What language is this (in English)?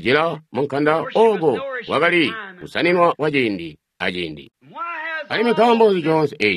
Tonga (Zambia)